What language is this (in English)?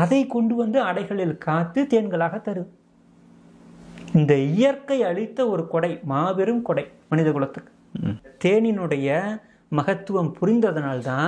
Tamil